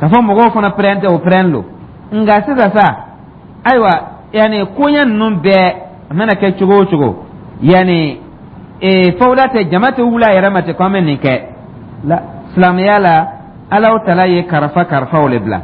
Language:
Dyula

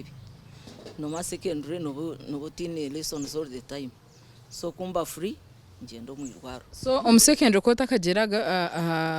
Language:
Nyankole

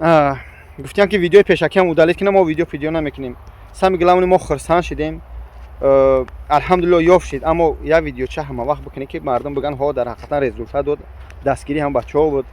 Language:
Tajik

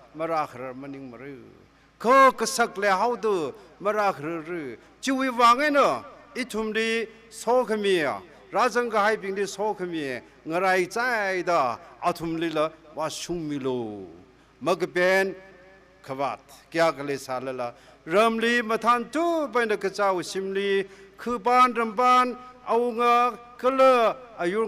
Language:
Tangkhul Naga (India)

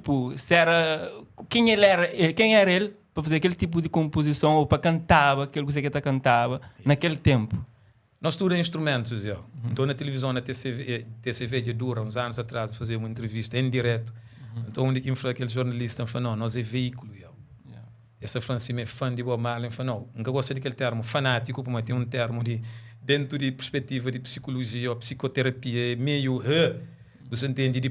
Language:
Kabuverdianu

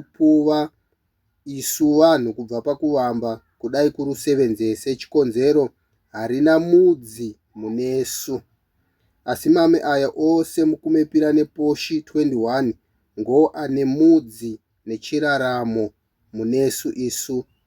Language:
Shona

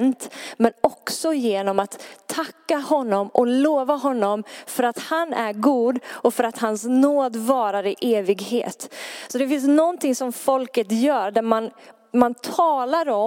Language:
Swedish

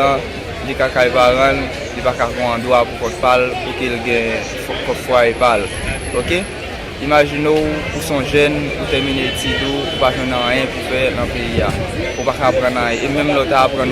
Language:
Haitian Creole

